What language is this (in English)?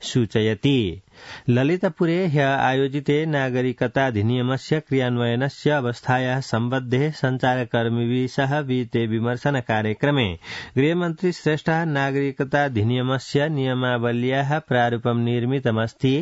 Sanskrit